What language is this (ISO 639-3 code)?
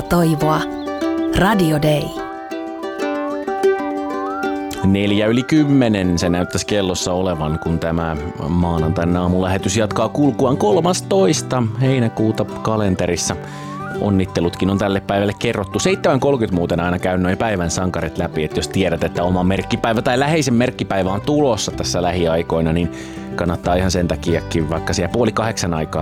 fin